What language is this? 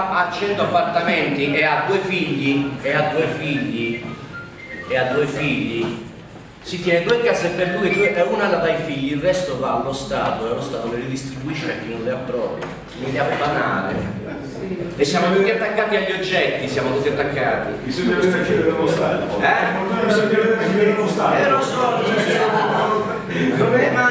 Italian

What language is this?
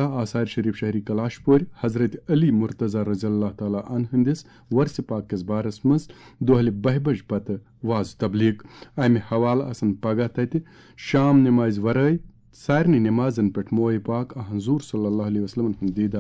Kashmiri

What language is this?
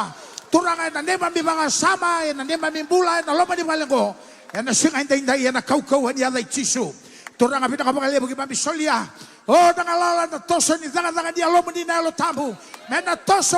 Fijian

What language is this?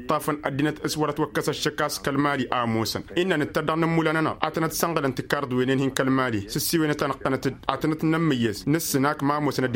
Tamasheq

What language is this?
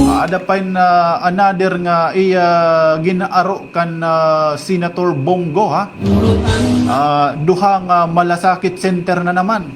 Waray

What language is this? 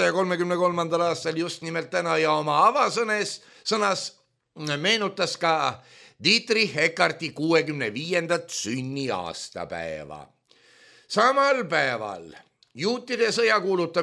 Estonian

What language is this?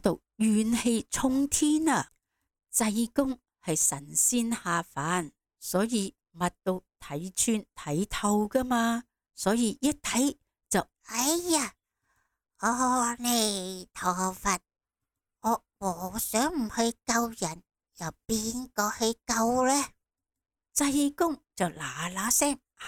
Cantonese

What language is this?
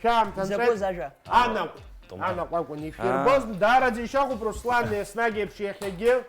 Abkhazian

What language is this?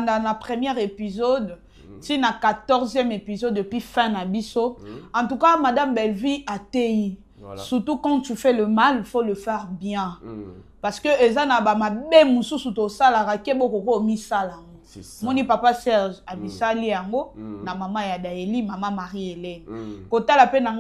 Lingala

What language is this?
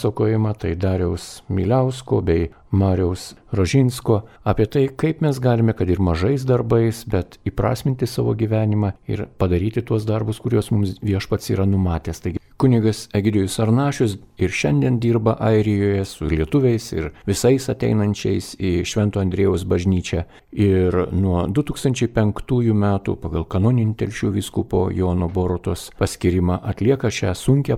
Lithuanian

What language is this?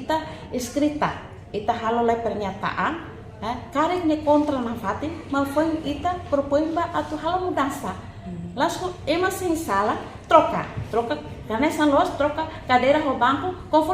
Tetum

